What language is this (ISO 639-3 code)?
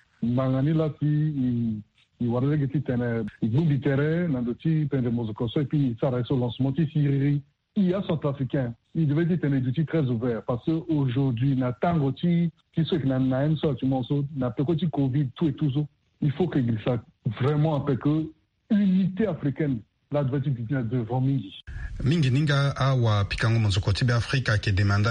sag